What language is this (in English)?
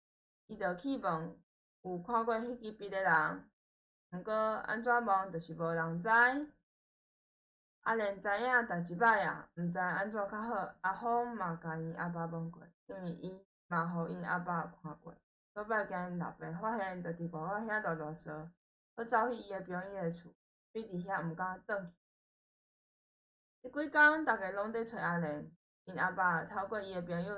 Min Nan Chinese